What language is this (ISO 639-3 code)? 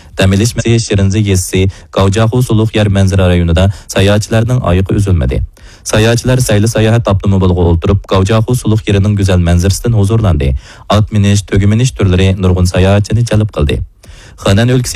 uig